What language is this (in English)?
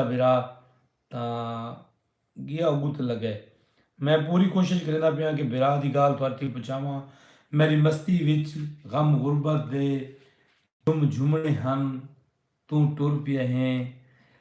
Saraiki